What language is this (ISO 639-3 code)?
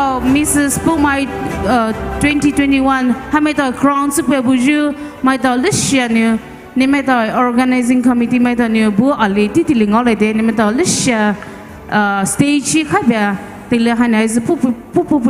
pmx